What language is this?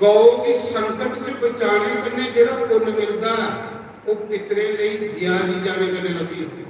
Dogri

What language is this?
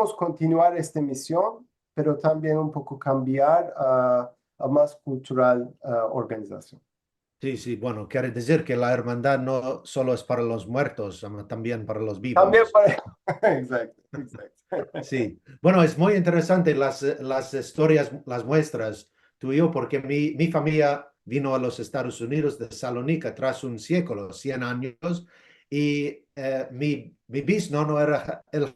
Ladino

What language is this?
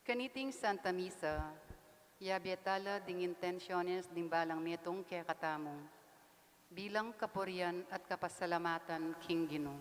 Pampanga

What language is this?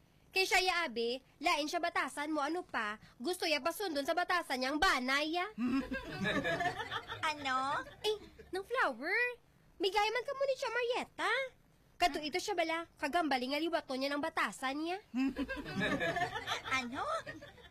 Hiligaynon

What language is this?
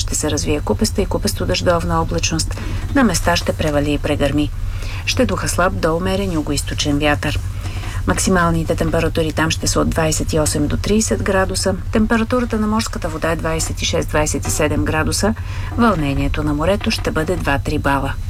Bulgarian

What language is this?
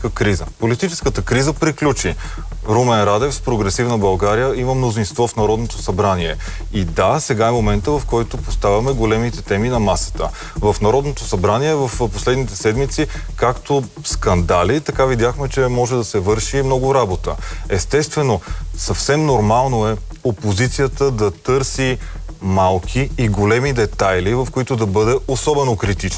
Bulgarian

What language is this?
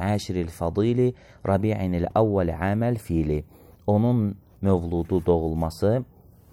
Azerbaijani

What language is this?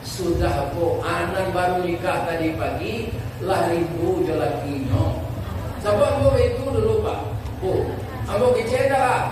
Minangkabau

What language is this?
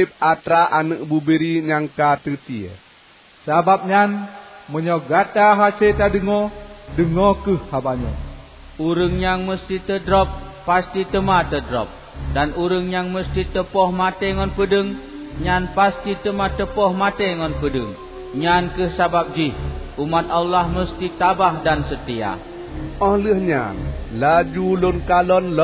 Achinese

